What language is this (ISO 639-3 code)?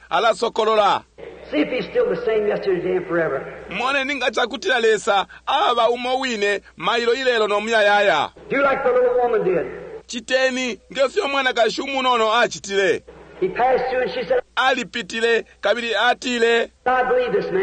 bem